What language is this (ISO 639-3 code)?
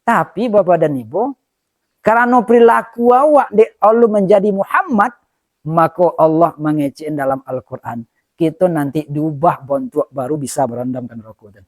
min